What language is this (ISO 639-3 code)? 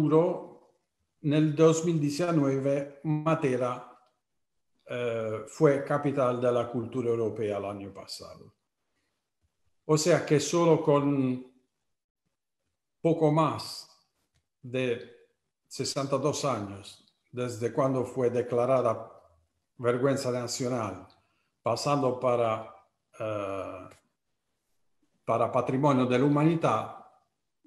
spa